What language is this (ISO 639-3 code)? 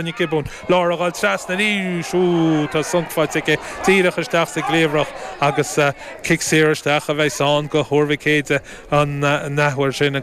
gle